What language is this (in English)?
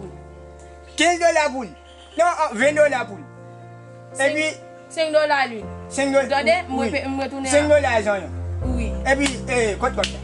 Haitian Creole